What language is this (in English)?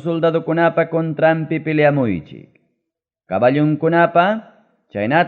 Ayacucho Quechua